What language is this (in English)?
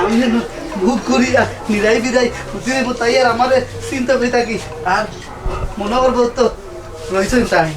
Sylheti